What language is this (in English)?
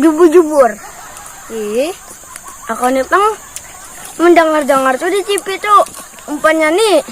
Banjar